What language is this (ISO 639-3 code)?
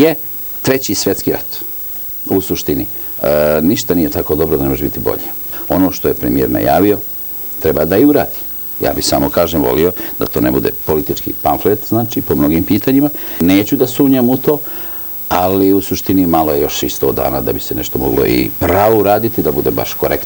srp